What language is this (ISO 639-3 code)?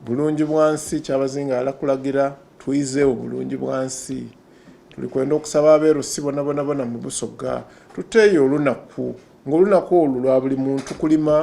xog